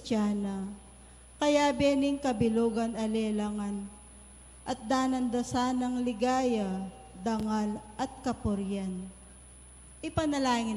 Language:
Pampanga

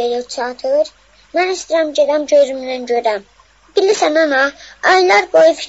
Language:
South Azerbaijani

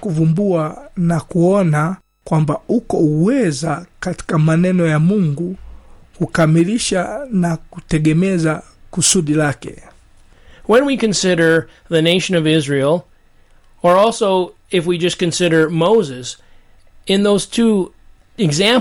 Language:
Swahili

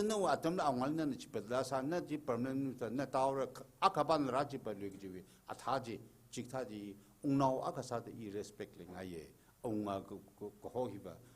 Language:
Tangkhul Naga (India)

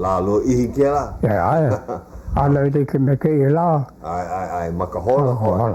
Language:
Hawaiian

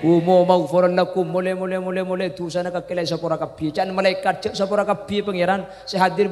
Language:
Madurese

